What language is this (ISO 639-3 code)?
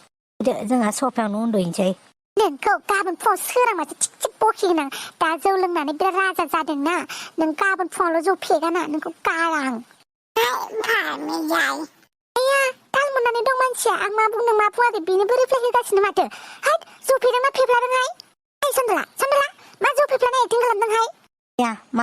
brx